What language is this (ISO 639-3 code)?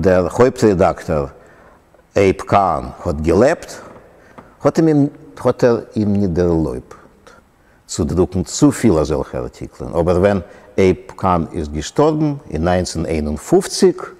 yid